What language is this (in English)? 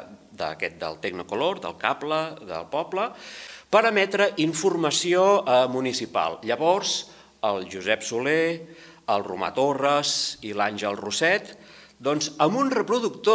Catalan